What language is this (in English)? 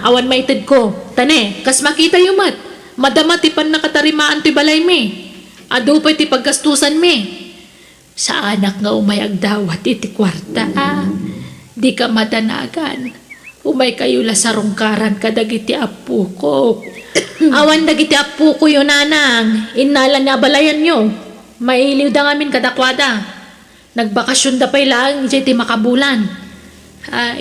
Iloko